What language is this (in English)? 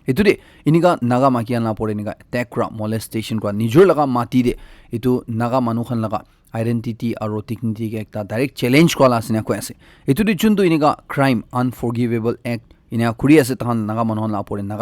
Naga Pidgin